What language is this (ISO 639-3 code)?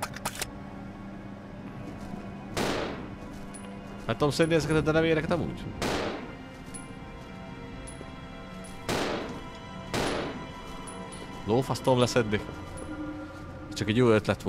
hun